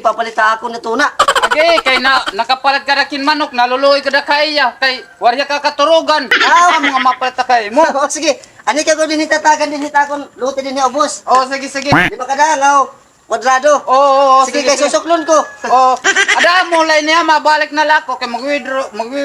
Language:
Waray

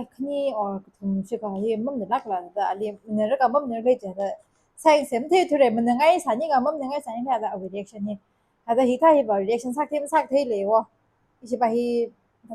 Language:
Tangkhul Naga (India)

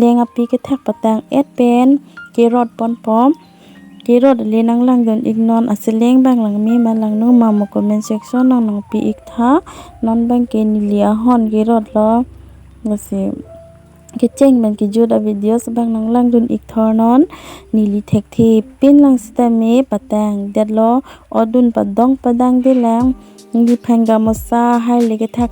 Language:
Karbi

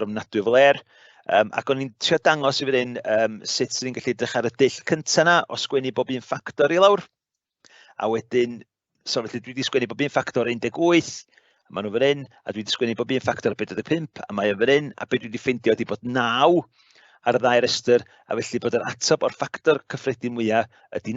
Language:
Welsh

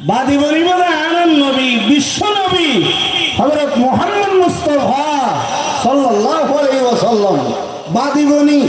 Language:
Rohingya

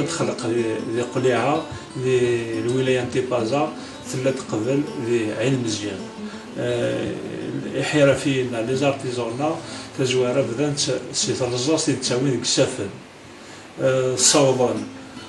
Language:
Kabyle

